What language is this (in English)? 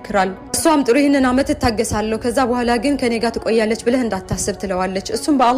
Amharic